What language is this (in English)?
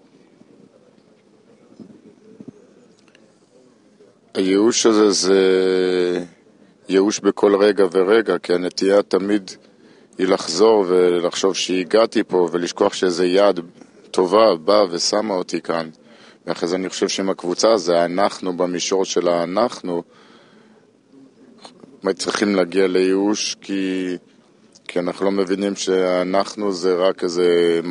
Hebrew